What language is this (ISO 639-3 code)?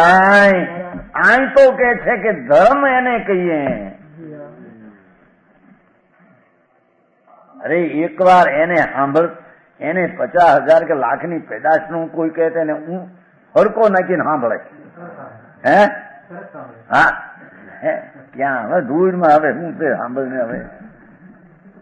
guj